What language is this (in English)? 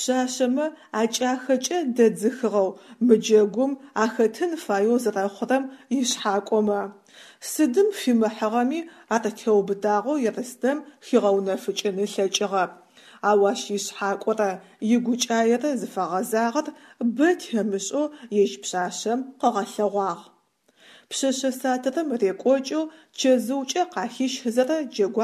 Adyghe